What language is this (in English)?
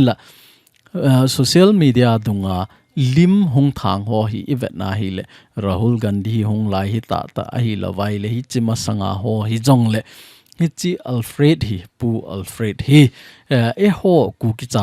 Thado Chin